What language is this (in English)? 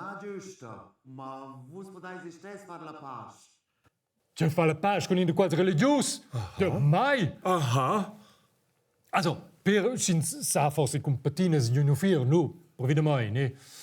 Romansh